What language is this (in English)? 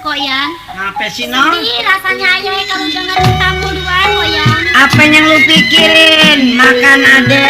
Betawi